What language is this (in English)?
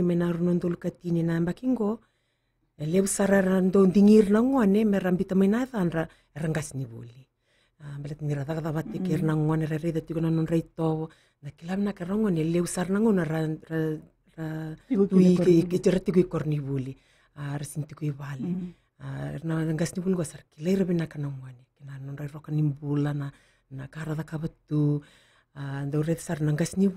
Fijian